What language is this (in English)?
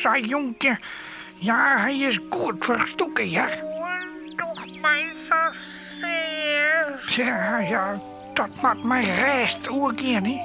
Western Frisian